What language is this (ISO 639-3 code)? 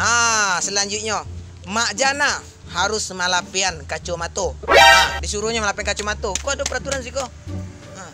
min